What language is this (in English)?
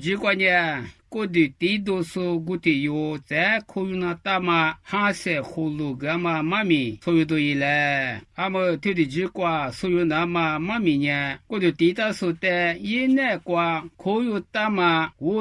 Lisu